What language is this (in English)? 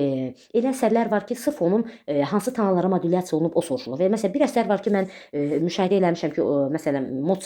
Azerbaijani